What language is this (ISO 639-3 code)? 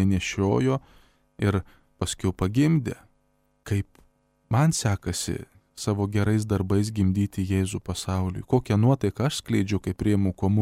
lit